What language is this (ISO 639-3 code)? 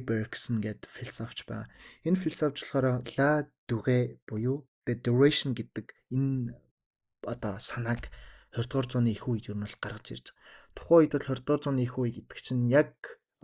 mon